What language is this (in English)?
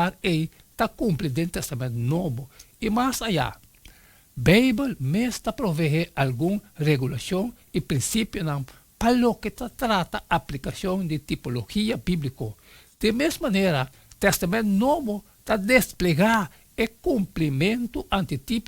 Papiamento